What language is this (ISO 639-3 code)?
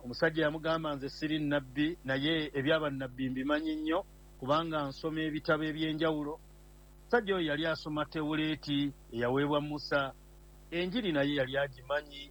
lug